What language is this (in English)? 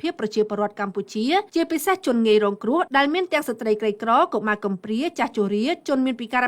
Khmer